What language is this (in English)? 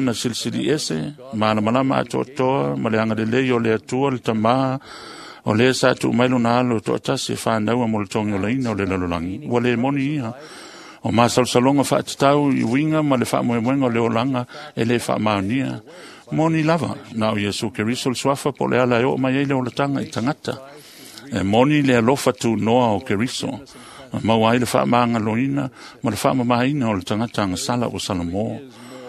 Samoan